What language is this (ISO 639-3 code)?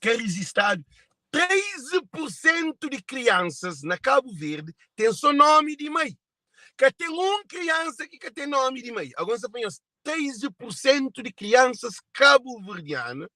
kea